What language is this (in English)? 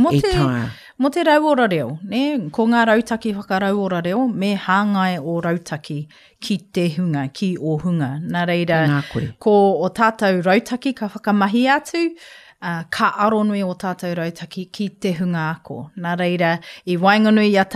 Māori